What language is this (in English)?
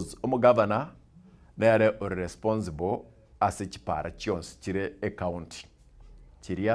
Gusii